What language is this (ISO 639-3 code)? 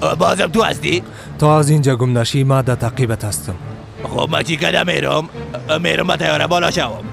fas